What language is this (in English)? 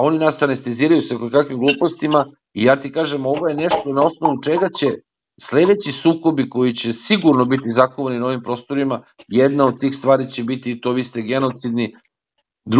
Serbian